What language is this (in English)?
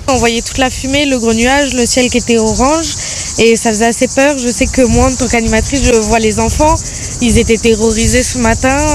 French